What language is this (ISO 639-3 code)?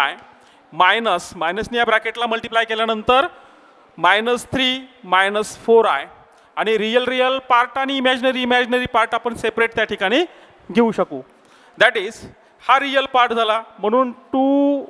mar